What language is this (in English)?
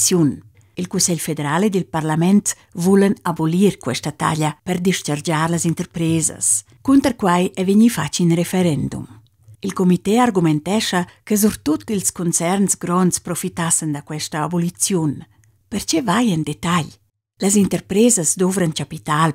Romansh